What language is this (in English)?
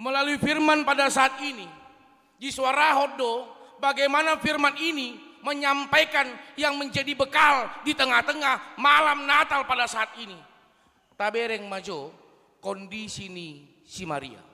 Batak Toba